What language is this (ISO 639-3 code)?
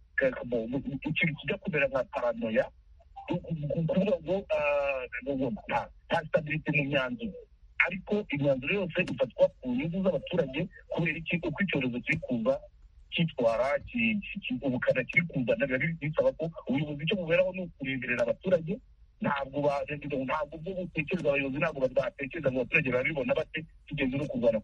kin